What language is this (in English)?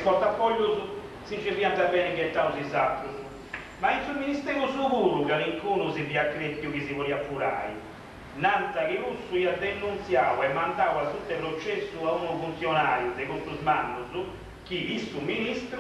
Sardinian